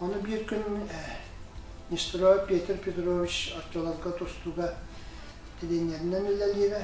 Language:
Yakut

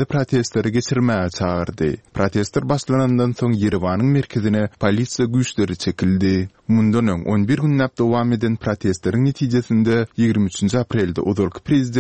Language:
Turkmen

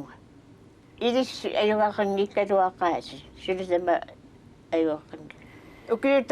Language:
Kalaallisut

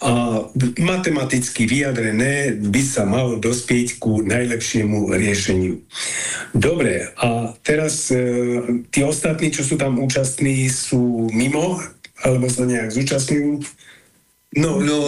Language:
Slovak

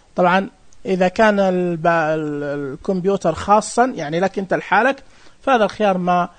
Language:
Najdi Arabic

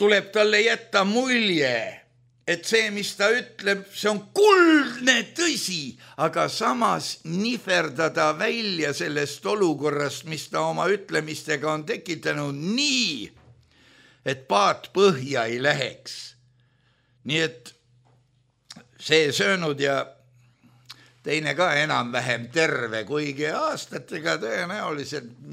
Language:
Estonian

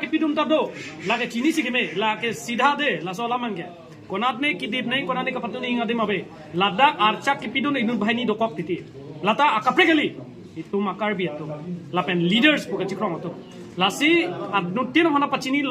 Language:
Karbi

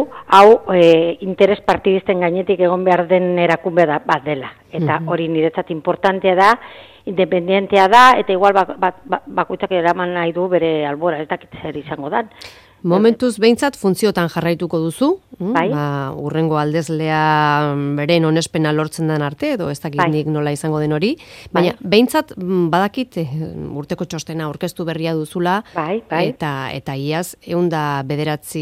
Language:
Basque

